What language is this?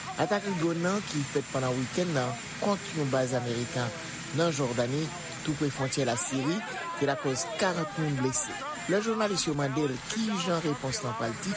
Haitian Creole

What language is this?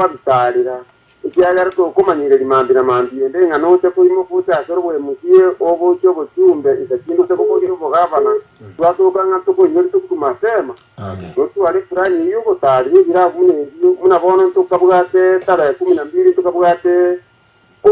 Gusii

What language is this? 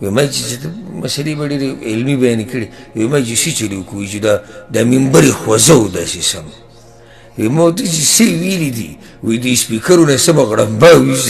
Pashto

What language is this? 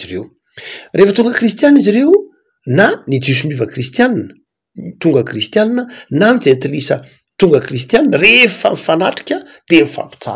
Malagasy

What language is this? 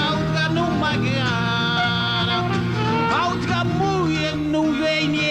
Occitan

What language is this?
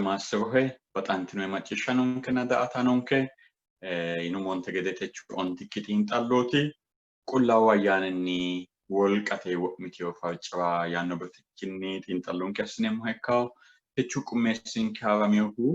Sidamo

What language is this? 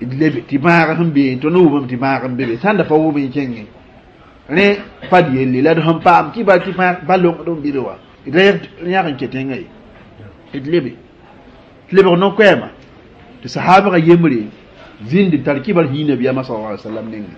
Mossi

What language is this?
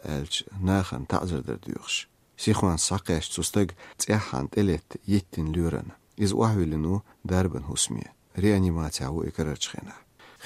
Chechen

